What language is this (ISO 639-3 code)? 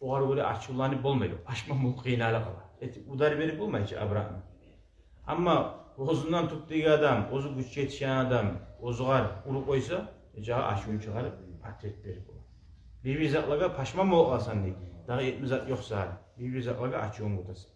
kum